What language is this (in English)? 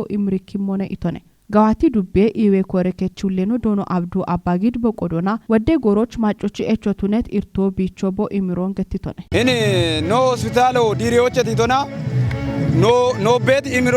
Kafa